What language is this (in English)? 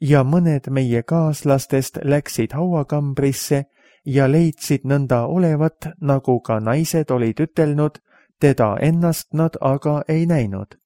Estonian